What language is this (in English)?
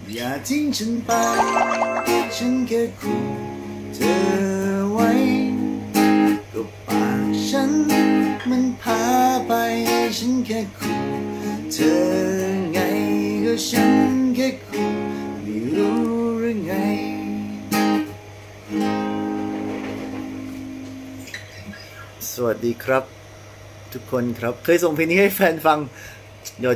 Thai